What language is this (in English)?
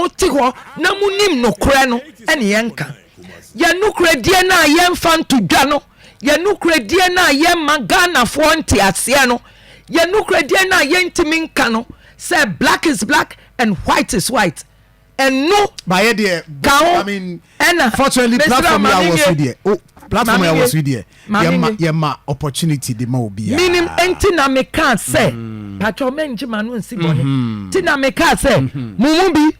Akan